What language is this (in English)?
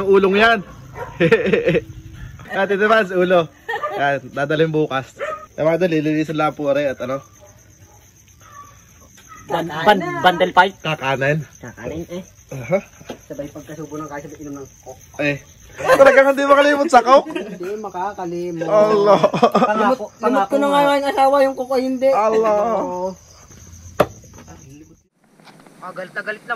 Filipino